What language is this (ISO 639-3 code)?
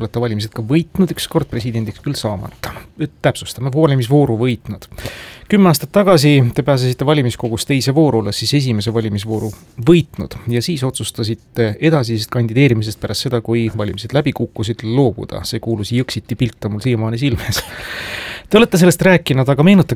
est